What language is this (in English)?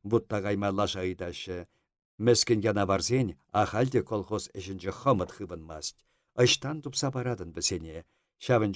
Chuvash